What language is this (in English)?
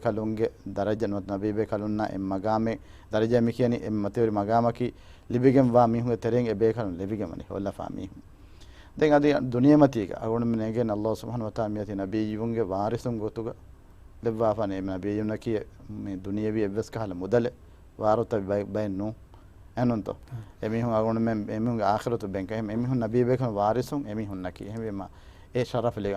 Divehi